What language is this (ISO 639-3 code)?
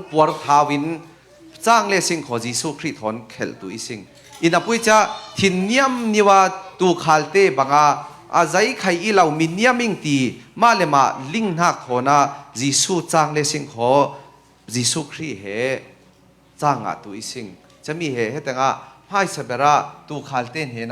cfm